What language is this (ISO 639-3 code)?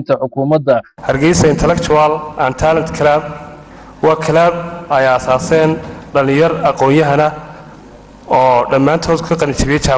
som